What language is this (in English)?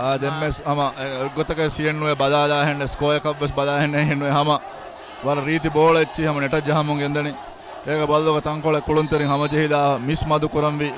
Divehi